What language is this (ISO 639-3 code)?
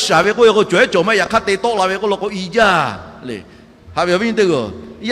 lhu